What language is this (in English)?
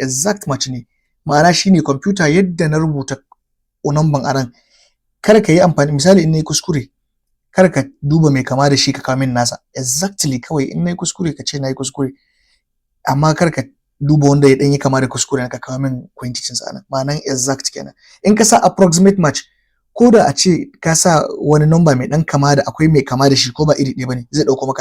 Hausa